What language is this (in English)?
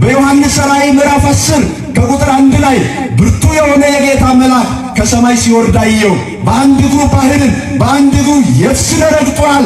Amharic